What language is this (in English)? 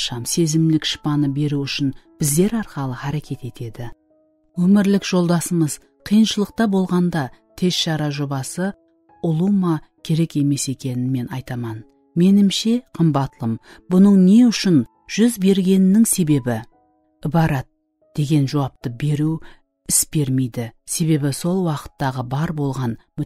Kara-Kalpak